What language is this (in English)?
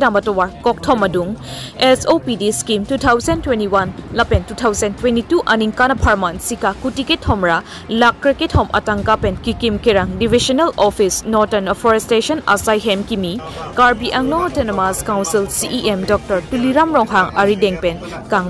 Karbi